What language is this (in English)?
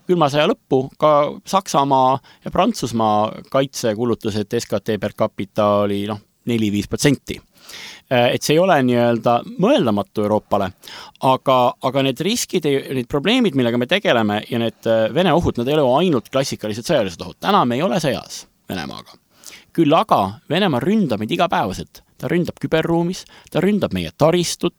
Estonian